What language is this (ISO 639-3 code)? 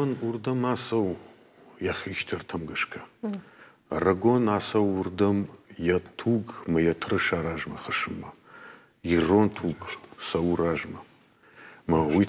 oss